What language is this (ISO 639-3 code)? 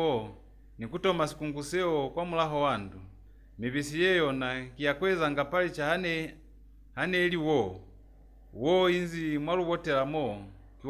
loz